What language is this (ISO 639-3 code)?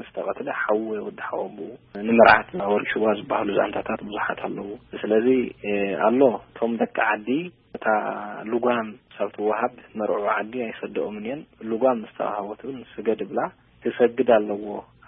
tir